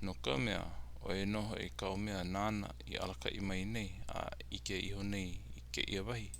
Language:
Hawaiian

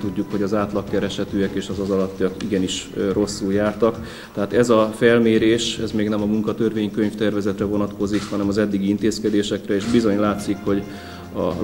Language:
Hungarian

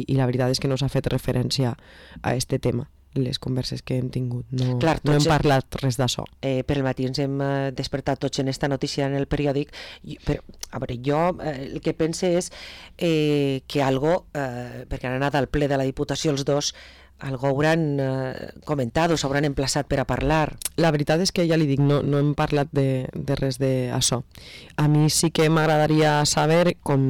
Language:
Catalan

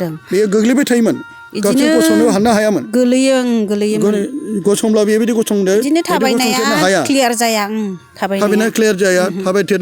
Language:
Bodo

